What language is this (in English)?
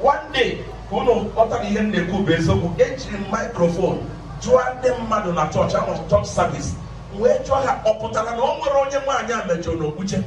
Igbo